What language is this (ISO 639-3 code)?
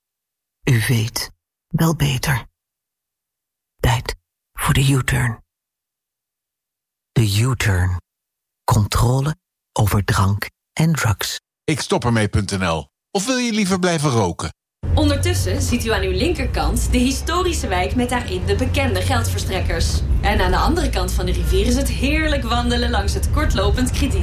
nld